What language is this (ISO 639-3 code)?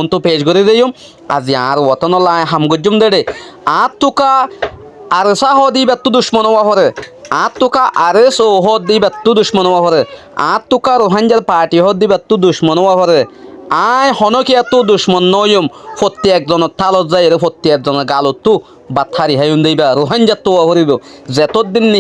rhg